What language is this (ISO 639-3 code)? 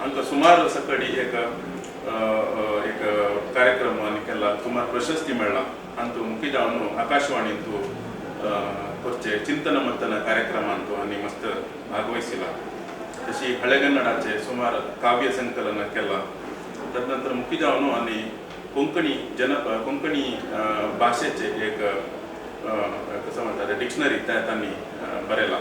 kok